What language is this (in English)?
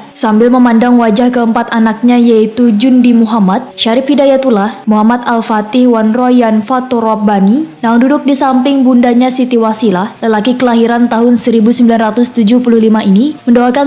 Banjar